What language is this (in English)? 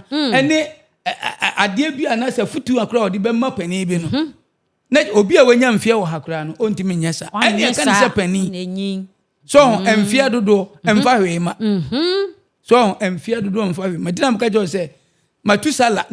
Akan